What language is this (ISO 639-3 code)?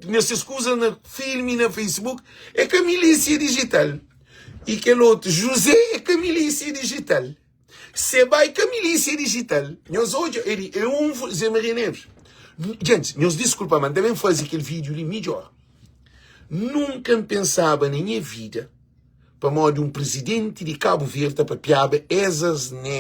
kea